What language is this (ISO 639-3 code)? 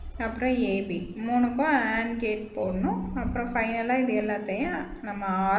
tam